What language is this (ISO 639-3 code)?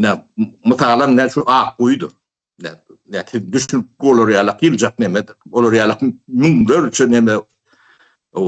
tuk